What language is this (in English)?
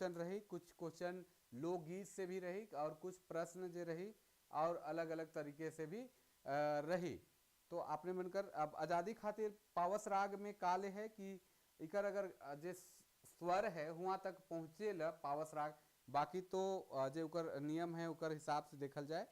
Sadri